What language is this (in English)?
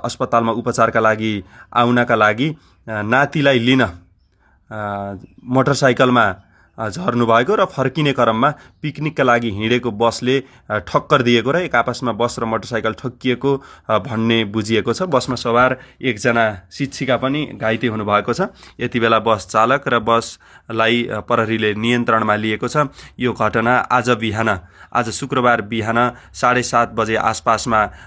Nepali